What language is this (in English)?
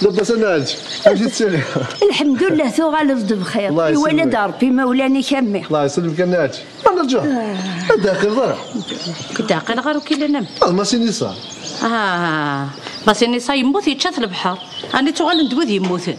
Kabyle